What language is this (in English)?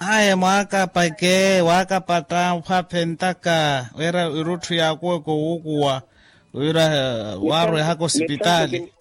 Makhuwa